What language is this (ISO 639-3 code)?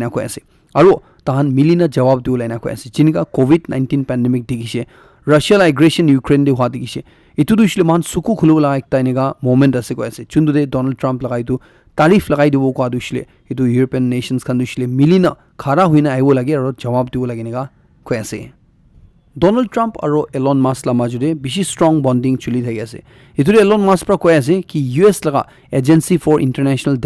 nag